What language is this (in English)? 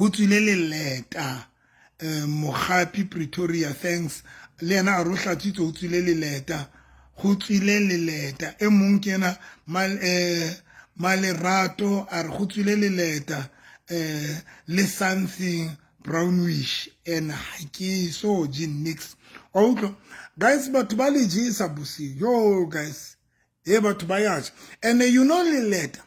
Southern Sotho